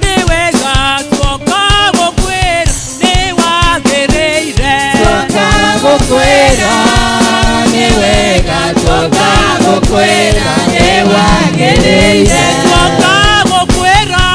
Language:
Kikuyu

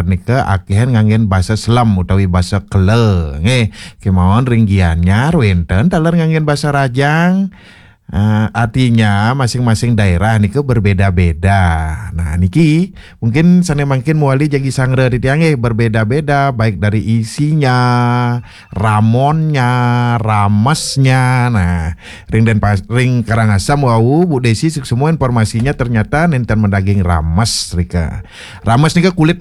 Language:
Balinese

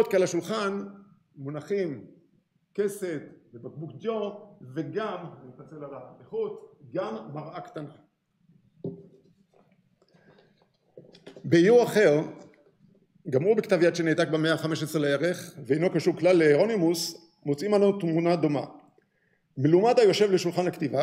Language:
Hebrew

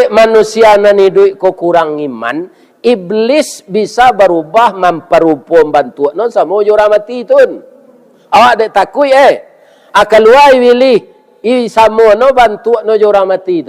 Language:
Minangkabau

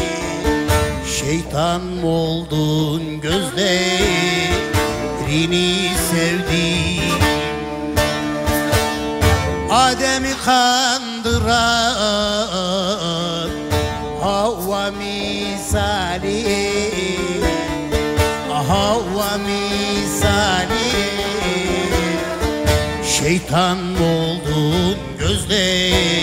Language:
Turkish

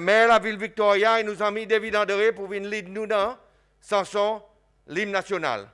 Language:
Seselwa Creole French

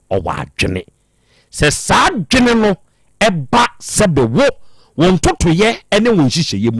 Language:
Akan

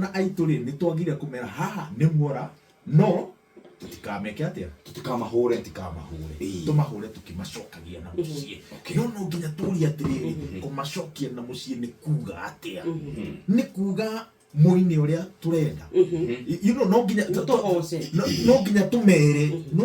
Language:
Kikuyu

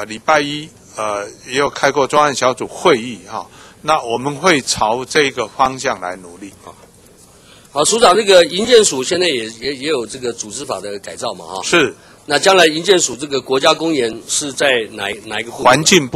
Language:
Chinese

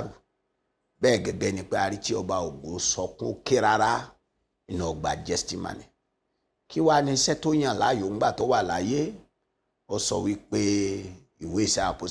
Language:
Yoruba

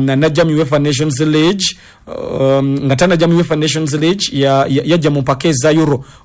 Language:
Ganda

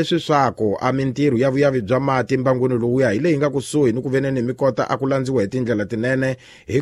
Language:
Tsonga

